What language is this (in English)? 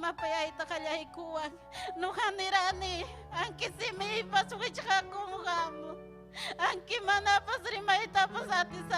Ayacucho Quechua